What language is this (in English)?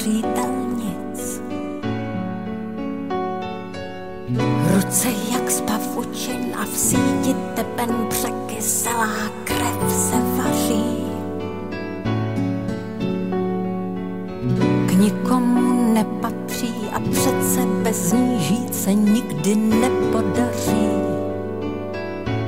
Czech